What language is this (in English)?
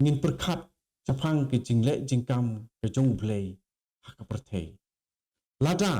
Khasi